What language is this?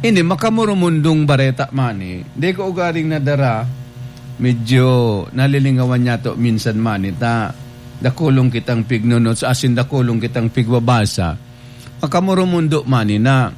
Bikol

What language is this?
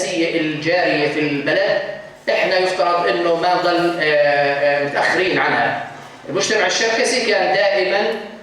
North Levantine Arabic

